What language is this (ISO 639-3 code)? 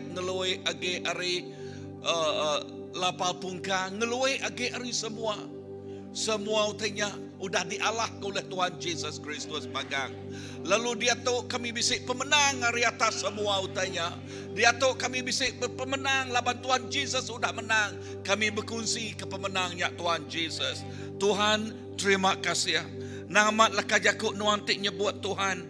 iba